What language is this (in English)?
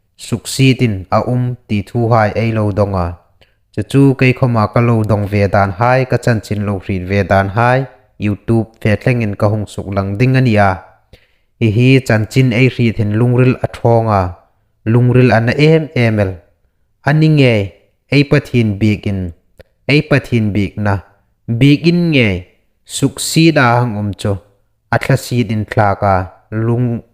Hmar